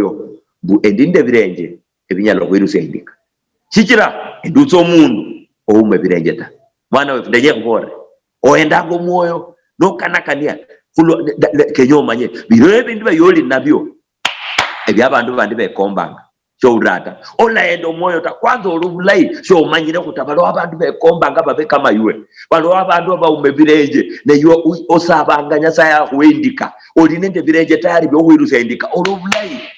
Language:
Luyia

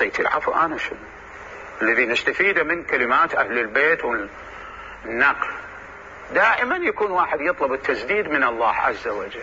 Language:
Mesopotamian Arabic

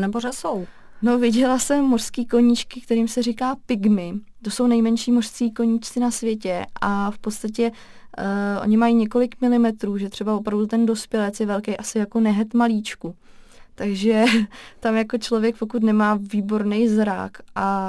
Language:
Czech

